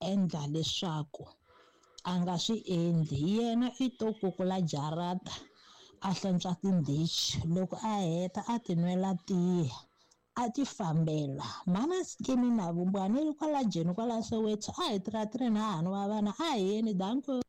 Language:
Tsonga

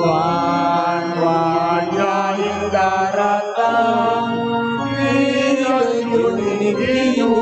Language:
Pampanga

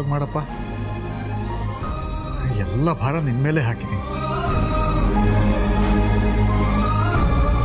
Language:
Kannada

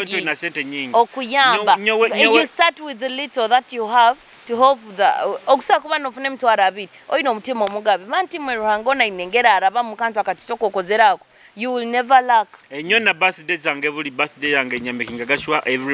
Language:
Nyoro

